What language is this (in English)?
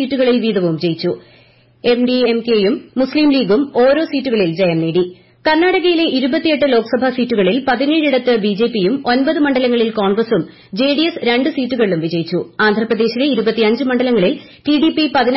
Malayalam